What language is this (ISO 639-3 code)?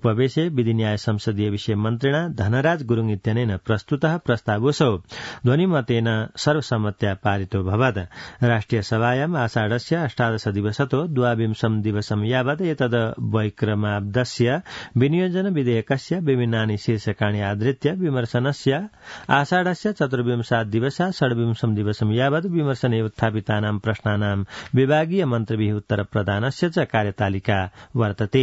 san